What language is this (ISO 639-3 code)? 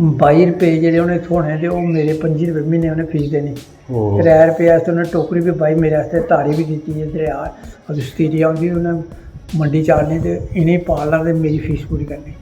doi